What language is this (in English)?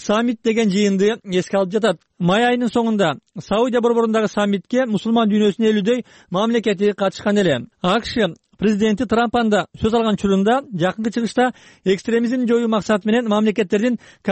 Kyrgyz